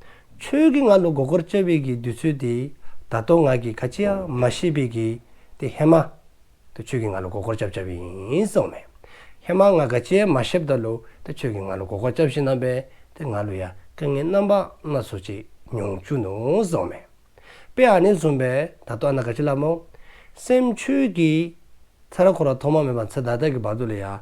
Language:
Dzongkha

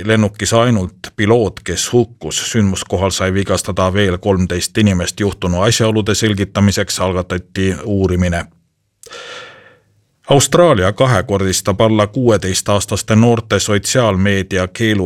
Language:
Estonian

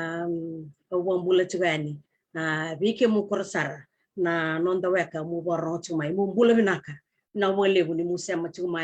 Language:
Fijian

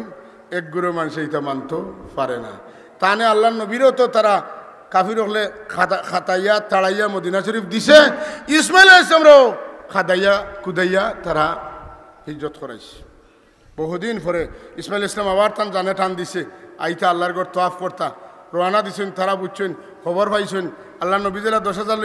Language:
Sylheti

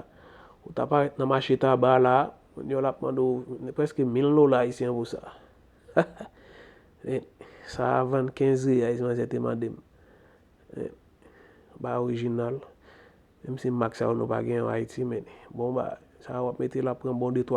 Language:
Haitian Creole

